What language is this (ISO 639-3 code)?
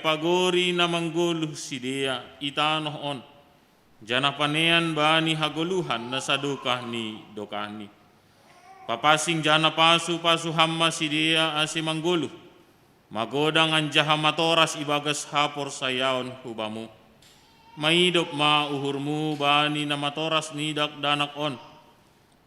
bts